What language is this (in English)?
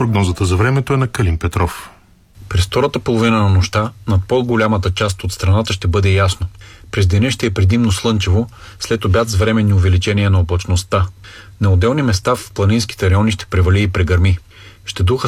Bulgarian